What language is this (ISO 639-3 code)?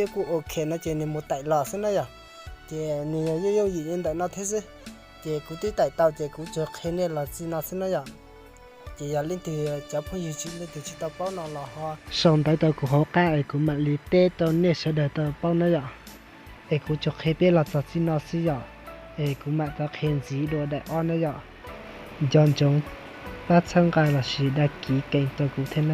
hmn